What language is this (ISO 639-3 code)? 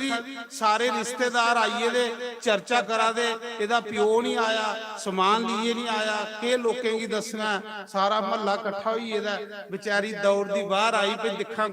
doi